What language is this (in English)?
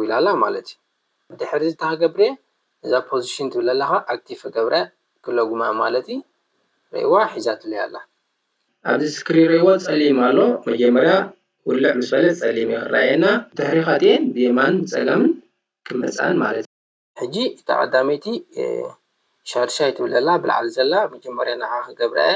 Tigrinya